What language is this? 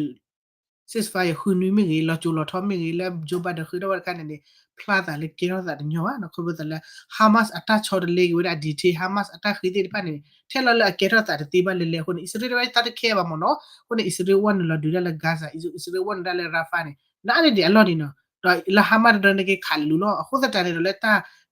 S'gaw Karen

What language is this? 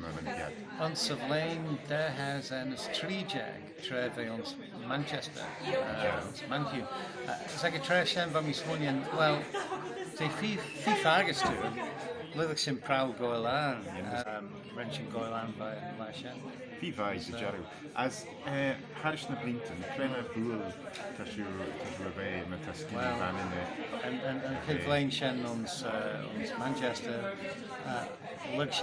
Manx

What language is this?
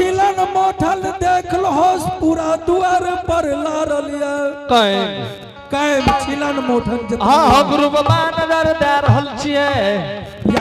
Angika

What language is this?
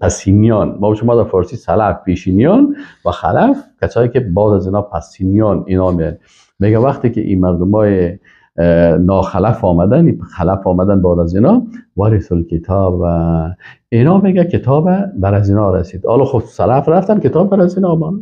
Persian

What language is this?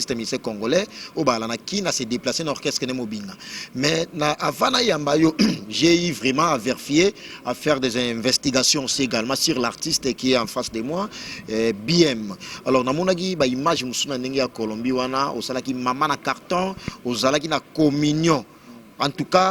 Lingala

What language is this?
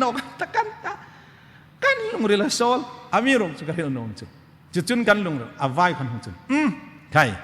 Hmar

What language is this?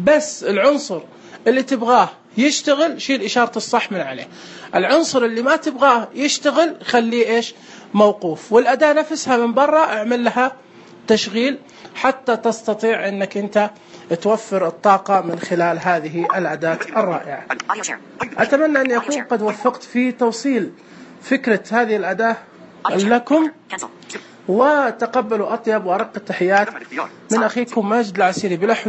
Najdi Arabic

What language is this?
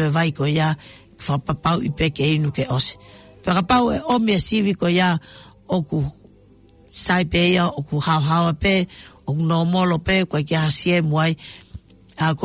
Tongan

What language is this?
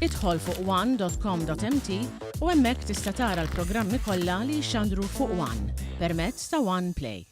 Maltese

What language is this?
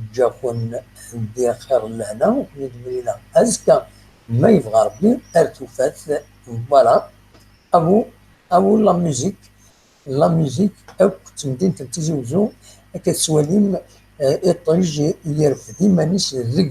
Kabyle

